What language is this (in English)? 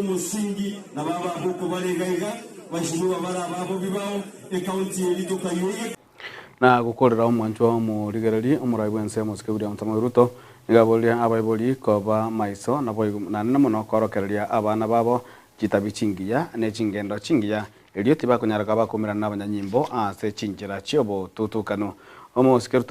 Gusii